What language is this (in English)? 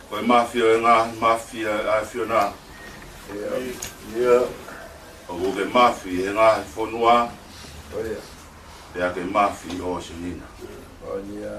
Tongan